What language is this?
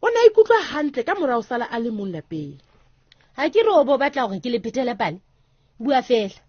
Southern Sotho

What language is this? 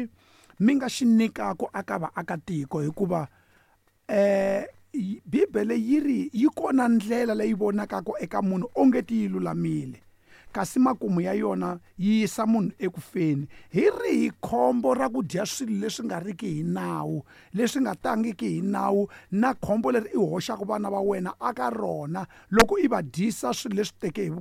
Tsonga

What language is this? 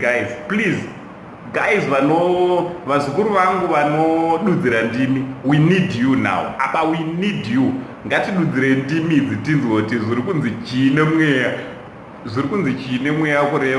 Shona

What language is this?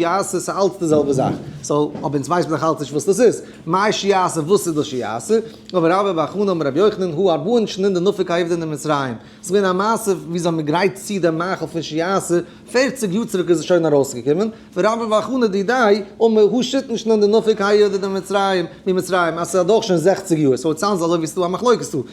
Yiddish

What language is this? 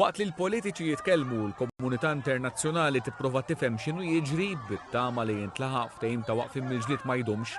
Maltese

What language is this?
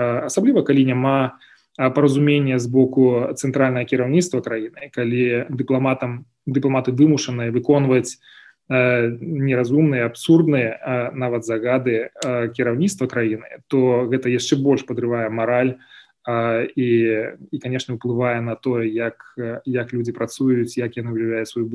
Belarusian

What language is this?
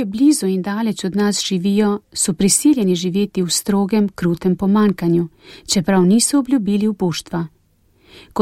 Slovenian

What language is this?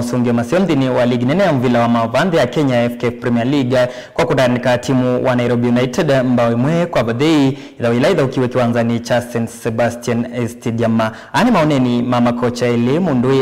Kamba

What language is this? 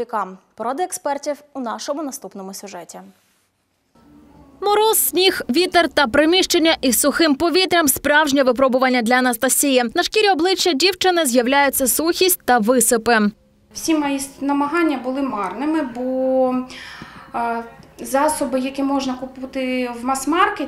Ukrainian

